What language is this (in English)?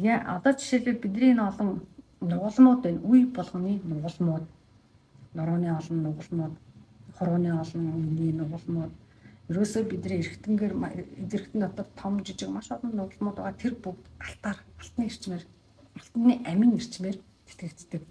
Mongolian